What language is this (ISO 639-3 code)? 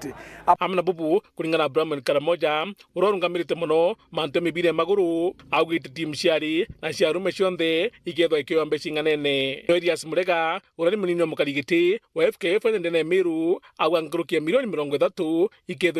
mer